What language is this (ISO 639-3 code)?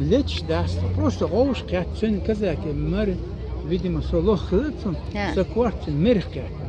che